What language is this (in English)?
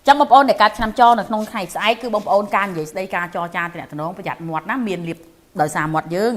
Khmer